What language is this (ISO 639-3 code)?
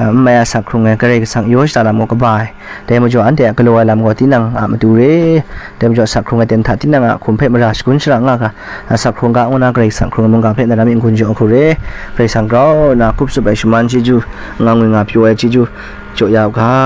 kac